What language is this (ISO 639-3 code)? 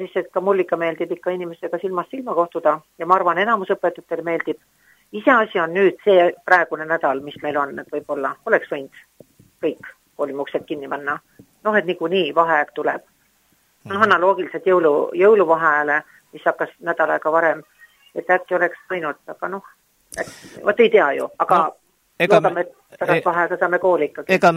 est